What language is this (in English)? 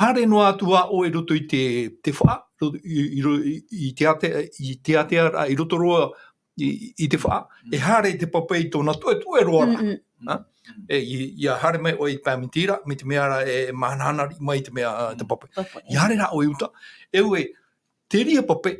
Tahitian